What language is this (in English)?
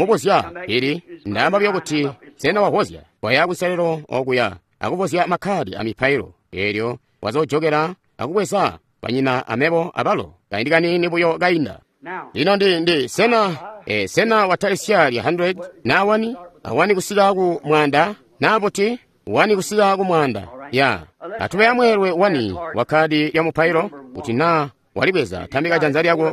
Tonga (Zambia)